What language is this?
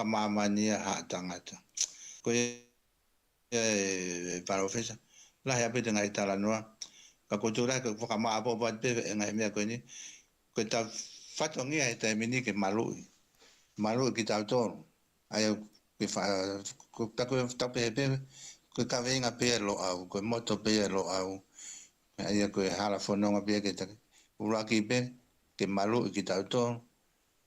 Tongan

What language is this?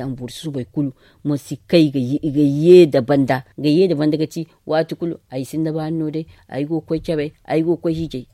Zarma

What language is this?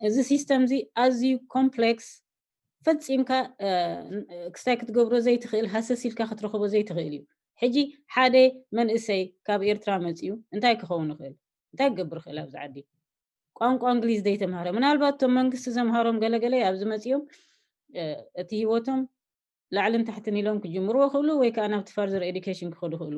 Tigrinya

